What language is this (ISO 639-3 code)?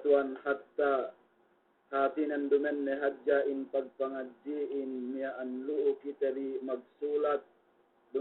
yka